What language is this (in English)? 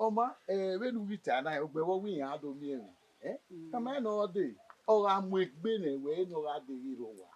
Bini